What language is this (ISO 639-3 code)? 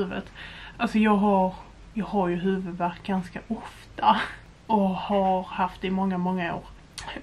swe